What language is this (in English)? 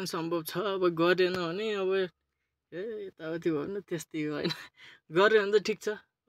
Nepali